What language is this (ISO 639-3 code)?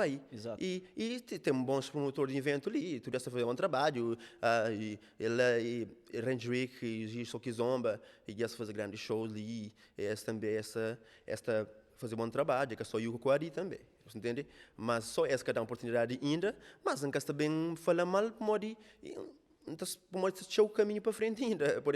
kea